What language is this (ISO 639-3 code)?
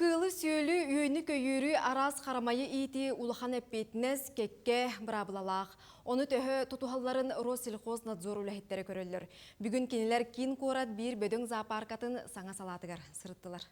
sah